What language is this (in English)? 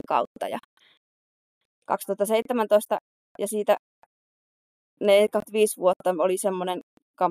Finnish